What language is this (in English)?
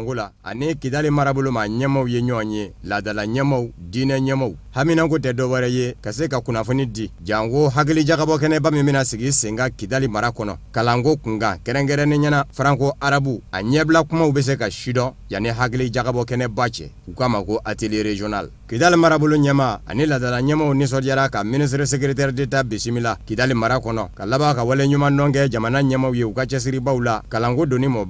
Bambara